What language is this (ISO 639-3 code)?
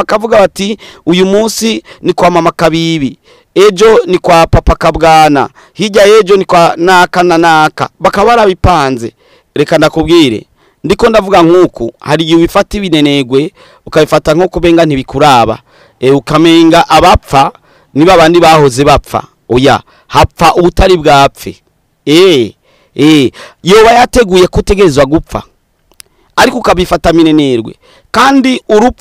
run